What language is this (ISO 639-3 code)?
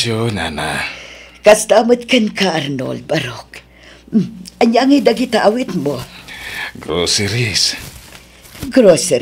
ilo